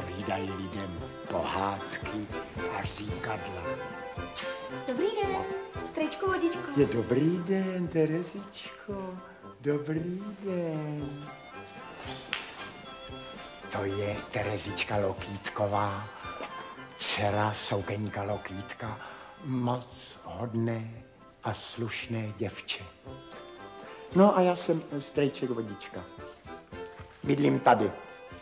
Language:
Czech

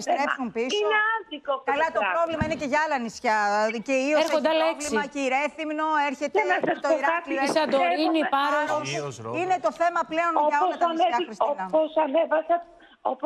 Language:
Greek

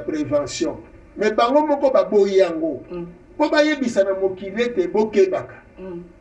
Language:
Lingala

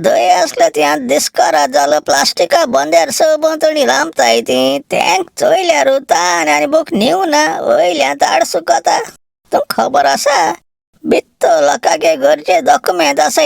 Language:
Konkani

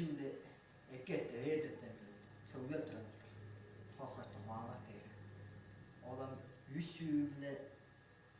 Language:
Tuvinian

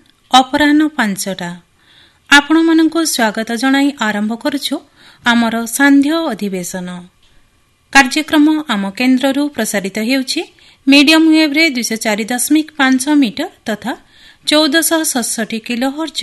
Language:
Odia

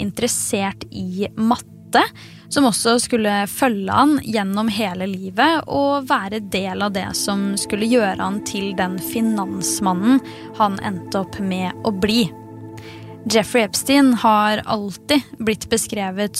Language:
Norwegian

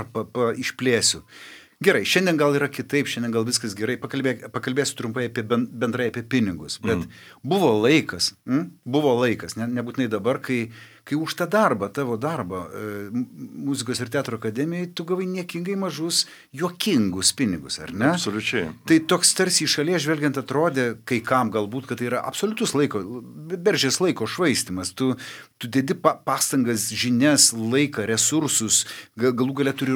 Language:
Lithuanian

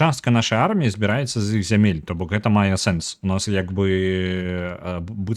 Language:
Belarusian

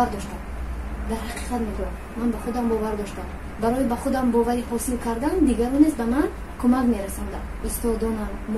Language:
Tajik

